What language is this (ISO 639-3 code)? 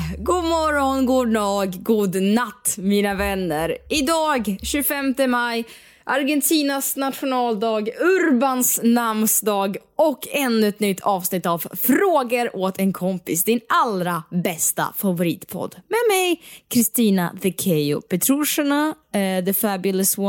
swe